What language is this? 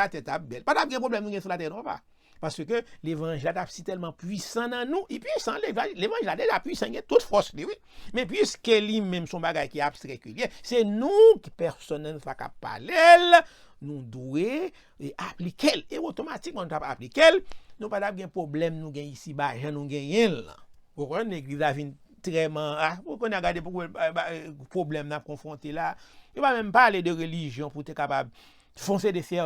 Haitian Creole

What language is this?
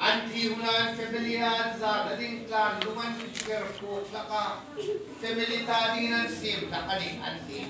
Hmar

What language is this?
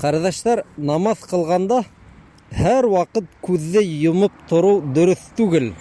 Bashkir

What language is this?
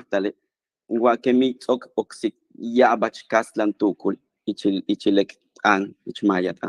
Yucateco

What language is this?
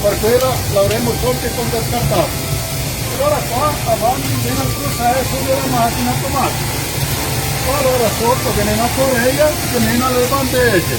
Venetian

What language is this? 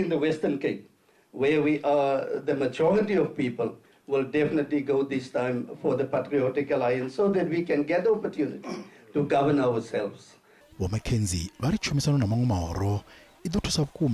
Venda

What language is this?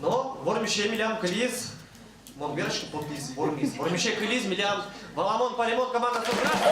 Udmurt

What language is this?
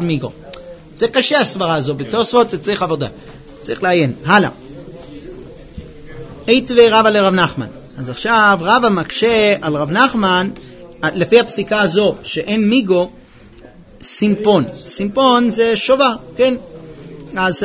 Hebrew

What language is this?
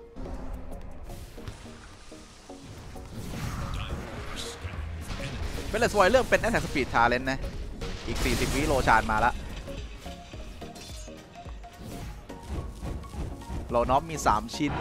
Thai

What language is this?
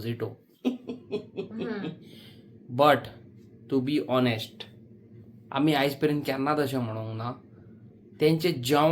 Konkani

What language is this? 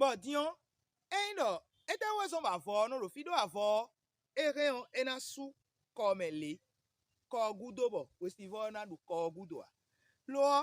Fon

